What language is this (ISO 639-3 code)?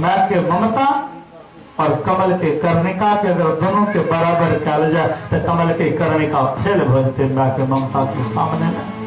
mai